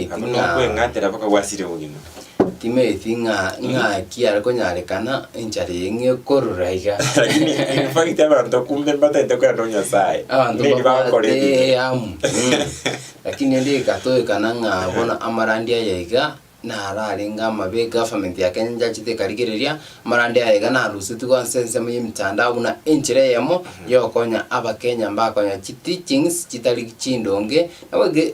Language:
Gusii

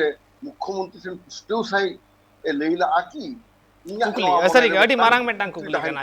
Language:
Santali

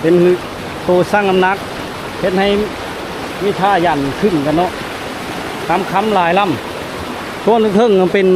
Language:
Lao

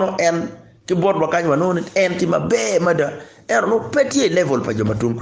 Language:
Acoli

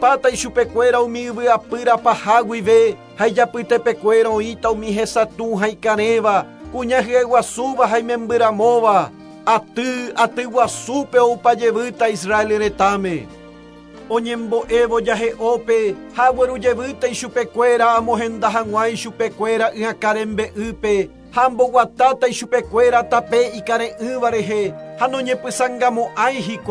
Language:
Guarani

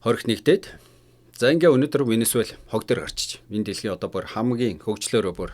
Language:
Mongolian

